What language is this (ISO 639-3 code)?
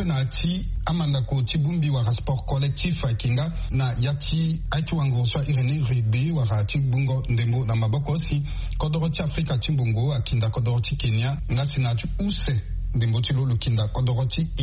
sag